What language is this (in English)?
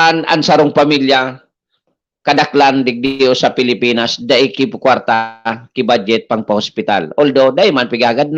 Bikol